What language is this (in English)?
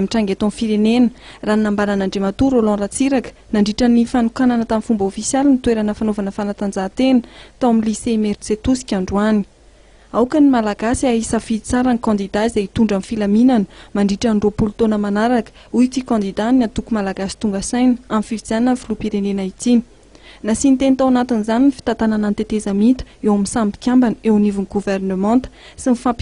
Malagasy